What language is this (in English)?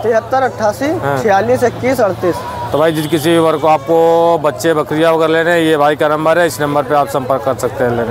Hindi